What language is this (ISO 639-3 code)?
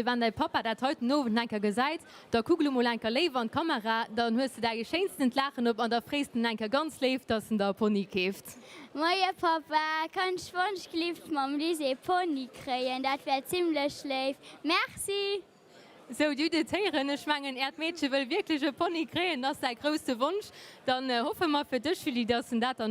ltz